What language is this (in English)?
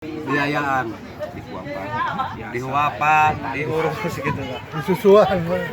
Sundanese